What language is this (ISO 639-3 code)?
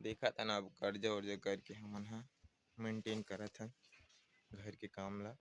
hne